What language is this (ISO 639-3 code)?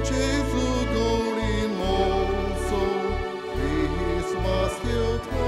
kok